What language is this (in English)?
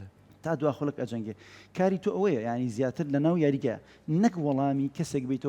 Central Kurdish